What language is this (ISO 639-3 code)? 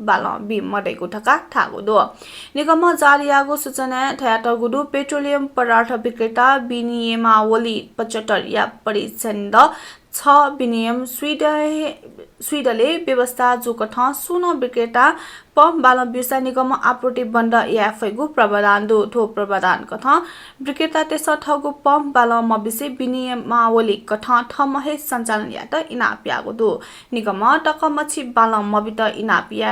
new